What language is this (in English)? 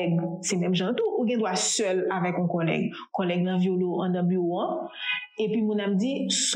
Haitian Creole